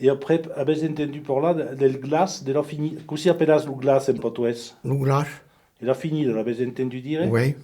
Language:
Occitan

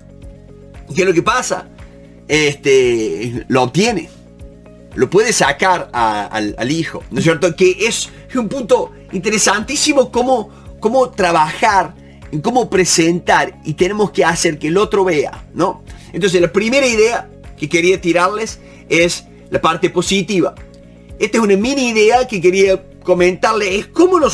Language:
Spanish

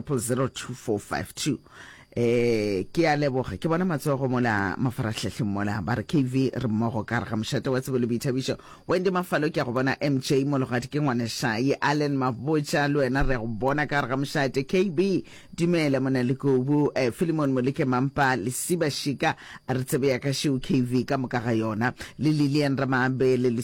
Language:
Northern Sotho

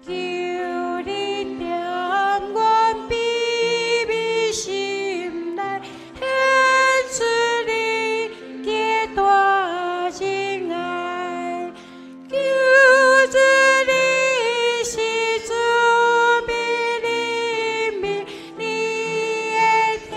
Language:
Min Nan Chinese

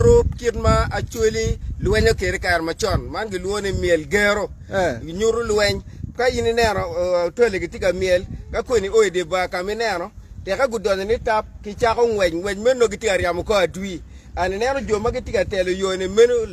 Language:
Acoli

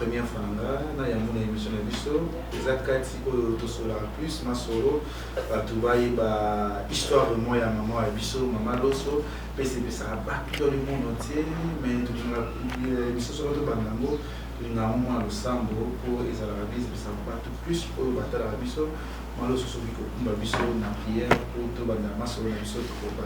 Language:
Lingala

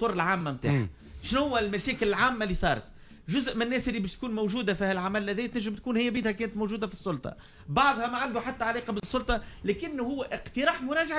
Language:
Tunisian Arabic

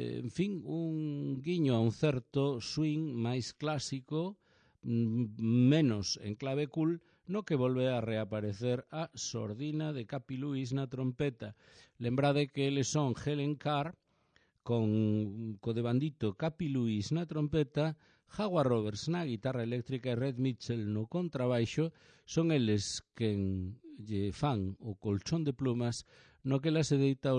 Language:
Galician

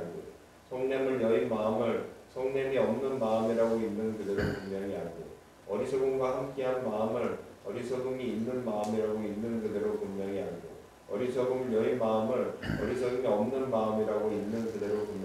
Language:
Korean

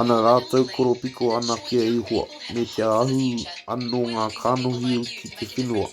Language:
Māori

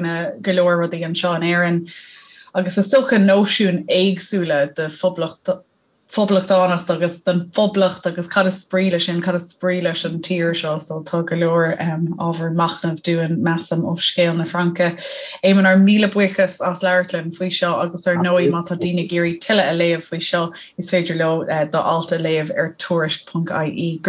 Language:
Irish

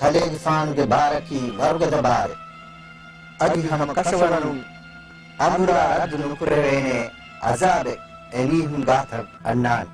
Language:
Divehi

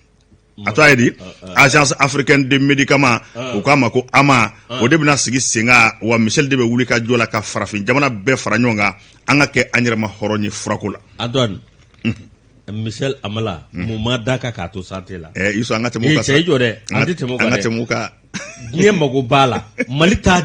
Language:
Bambara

